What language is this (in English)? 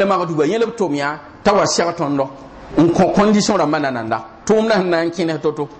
Mossi